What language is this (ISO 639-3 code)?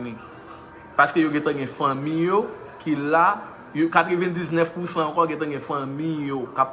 hat